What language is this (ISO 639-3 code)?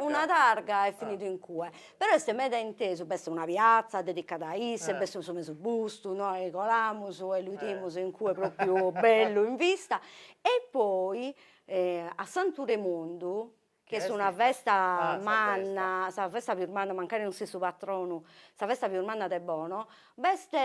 srd